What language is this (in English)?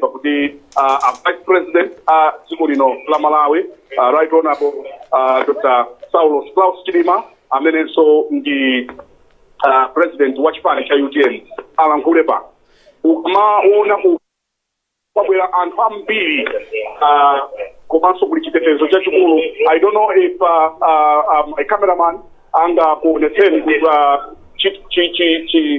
Nyanja